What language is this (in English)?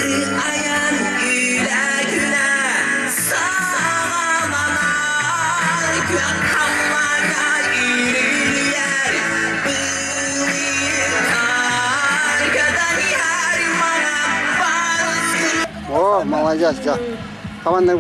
Yakut